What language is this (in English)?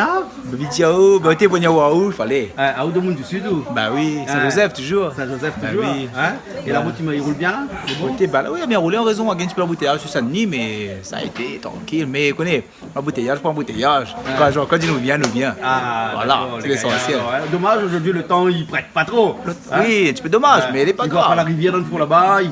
Réunion Creole French